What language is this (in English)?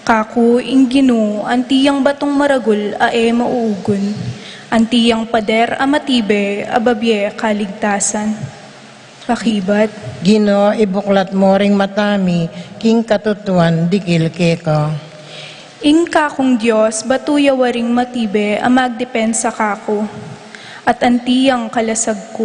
Pampanga